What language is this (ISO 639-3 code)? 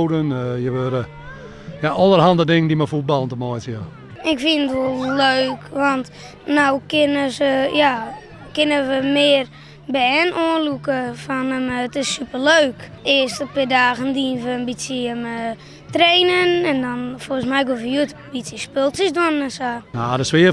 fry